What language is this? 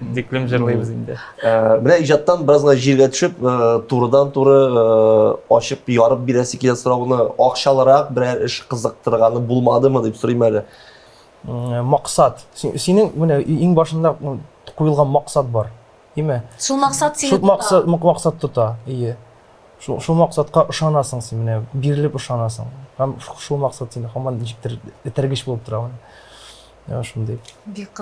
Tatar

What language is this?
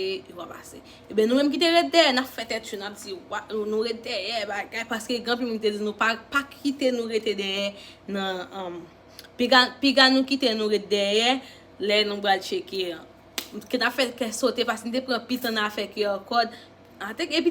Haitian Creole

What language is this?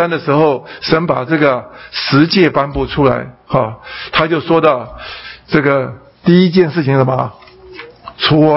Chinese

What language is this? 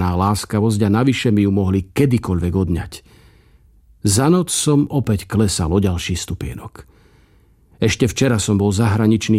Slovak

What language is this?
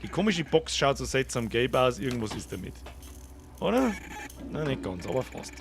Bavarian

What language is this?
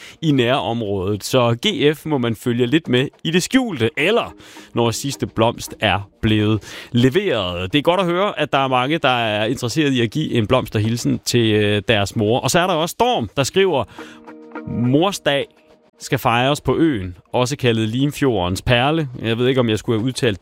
Danish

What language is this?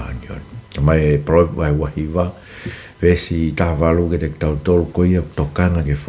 Tongan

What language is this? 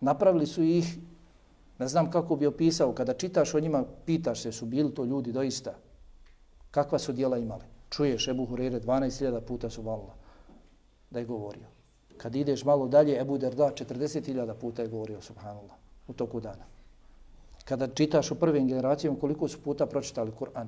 Bosnian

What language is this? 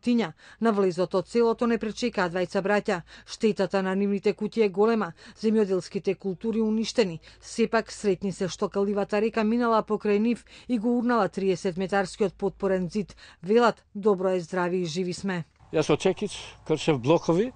Macedonian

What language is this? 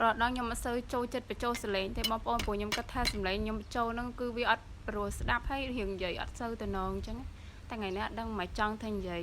Khmer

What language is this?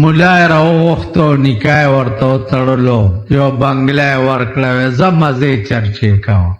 Pashto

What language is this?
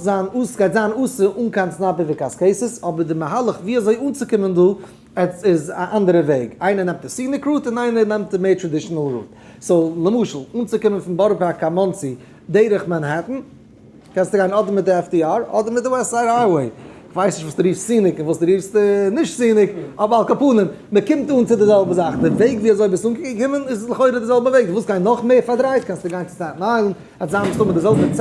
Yiddish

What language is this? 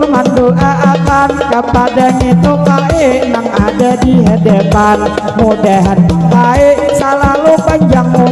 Banjar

